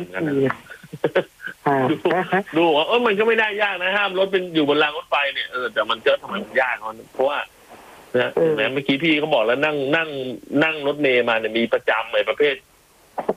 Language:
Thai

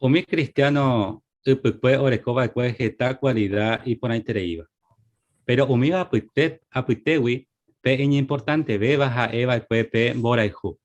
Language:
Guarani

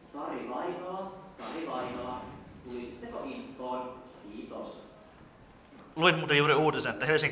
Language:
Finnish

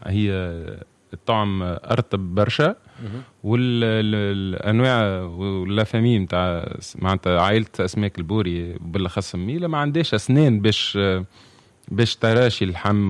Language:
Tunisian Arabic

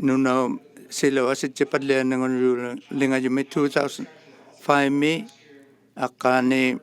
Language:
Inuktitut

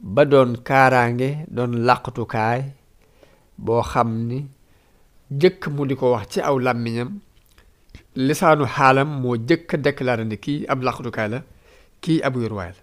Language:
Wolof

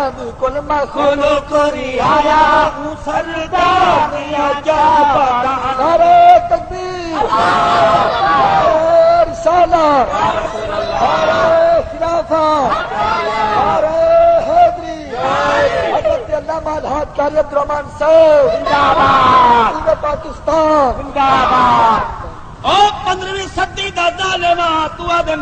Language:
Saraiki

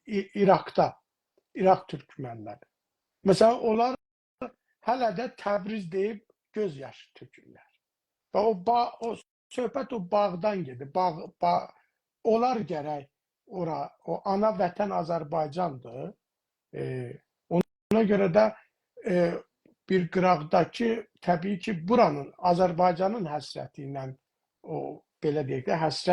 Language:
South Azerbaijani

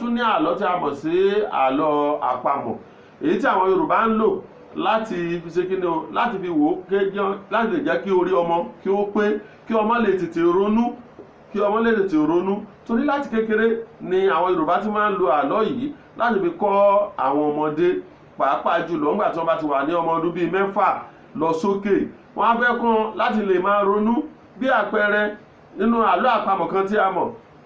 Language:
Yoruba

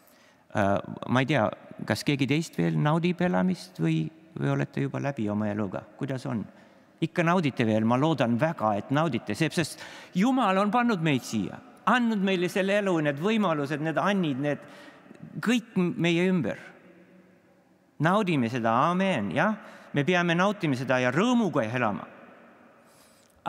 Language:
Estonian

